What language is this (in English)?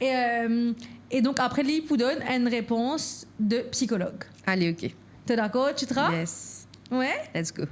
Morisyen